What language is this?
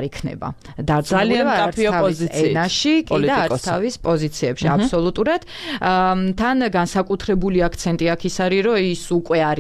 Georgian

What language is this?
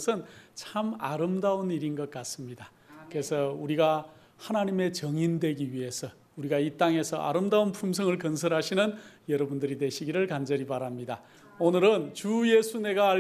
Korean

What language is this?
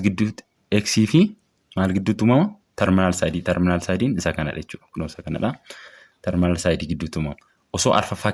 Oromo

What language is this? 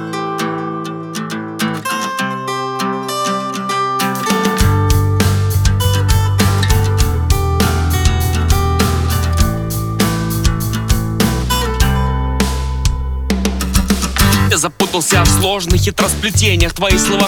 Russian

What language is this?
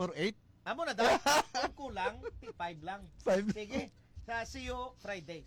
Hiligaynon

